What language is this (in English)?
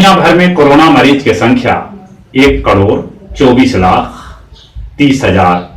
Magahi